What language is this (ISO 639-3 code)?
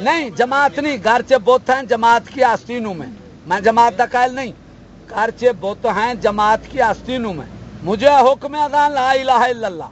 skr